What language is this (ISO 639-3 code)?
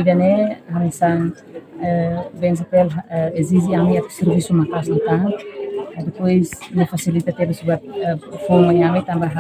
tet